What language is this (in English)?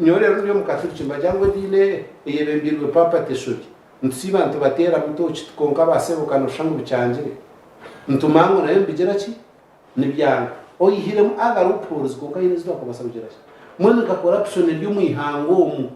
Nyankole